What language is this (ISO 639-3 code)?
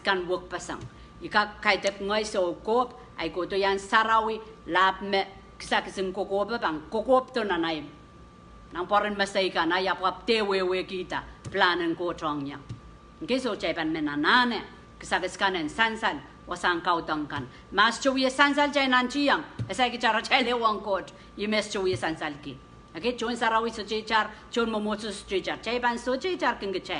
pon